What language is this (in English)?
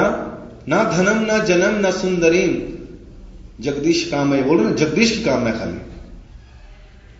Hindi